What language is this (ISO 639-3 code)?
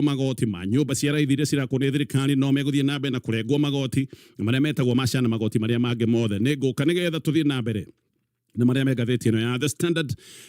kik